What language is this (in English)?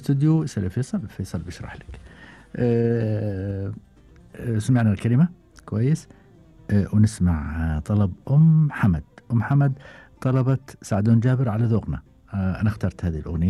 Gulf Arabic